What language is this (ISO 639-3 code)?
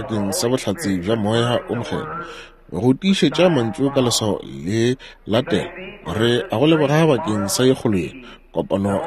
nso